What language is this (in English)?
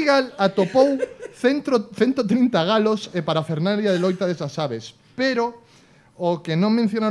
Galician